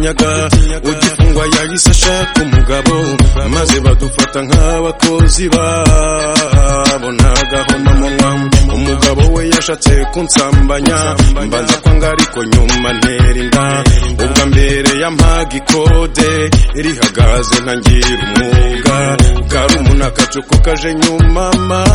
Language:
Kinyarwanda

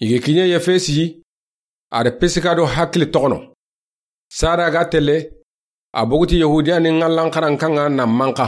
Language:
Soninke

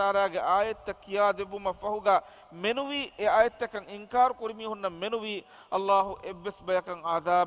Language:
Divehi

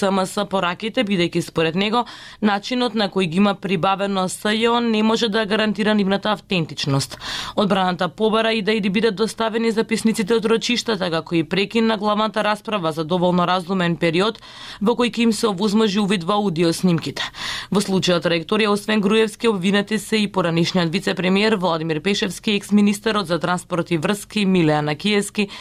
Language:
Macedonian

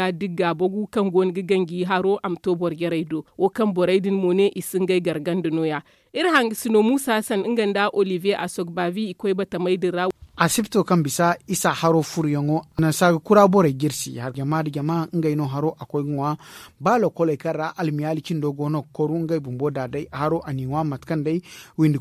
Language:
Zarma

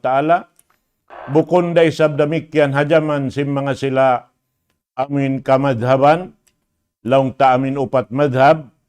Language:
Tausug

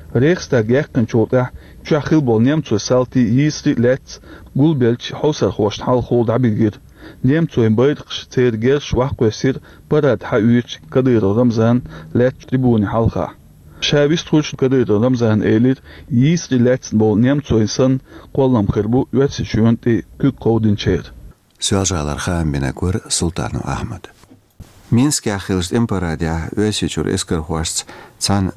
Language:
Chechen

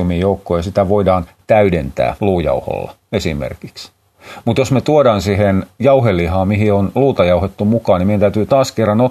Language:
Finnish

